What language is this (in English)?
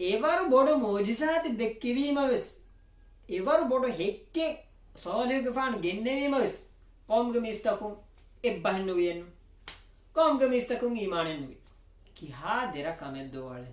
Divehi